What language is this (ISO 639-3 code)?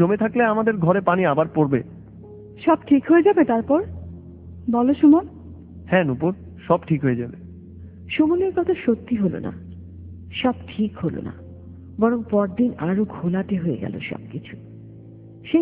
ben